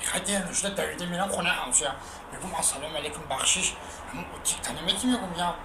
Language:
Tajik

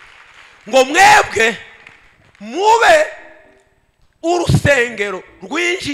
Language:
Kinyarwanda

